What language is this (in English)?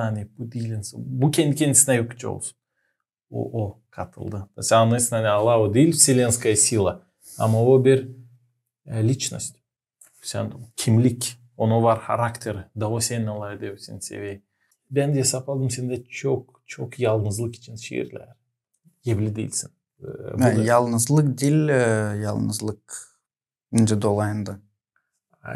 Gagauz